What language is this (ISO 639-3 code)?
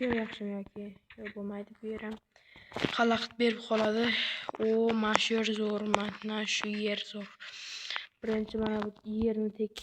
uzb